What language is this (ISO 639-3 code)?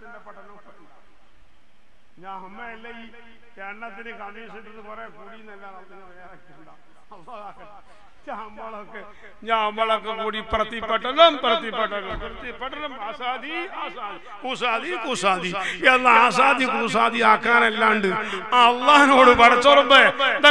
mal